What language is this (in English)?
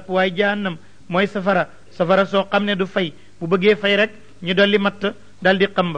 Wolof